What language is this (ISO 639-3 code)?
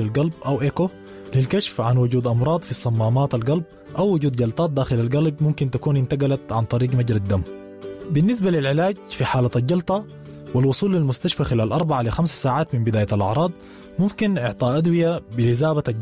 apd